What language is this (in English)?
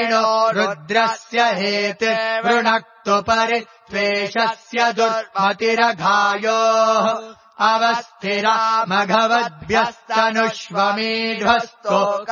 Sanskrit